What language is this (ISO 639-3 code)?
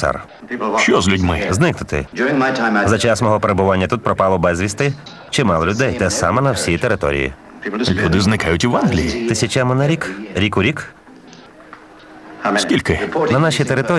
ukr